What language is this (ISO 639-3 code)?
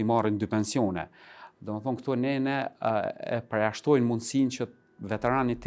sqi